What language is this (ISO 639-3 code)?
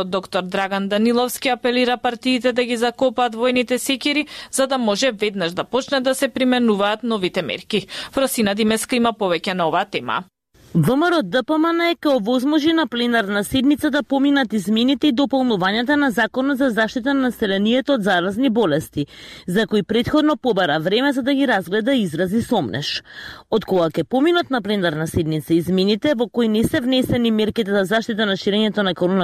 mkd